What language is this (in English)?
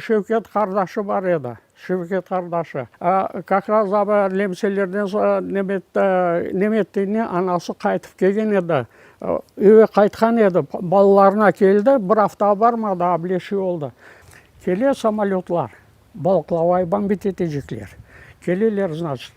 Crimean Tatar